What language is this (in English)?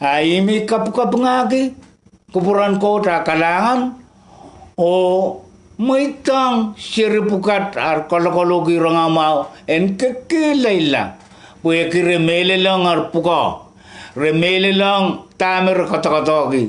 Pohnpeian